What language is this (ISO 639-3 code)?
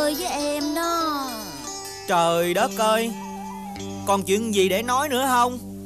vie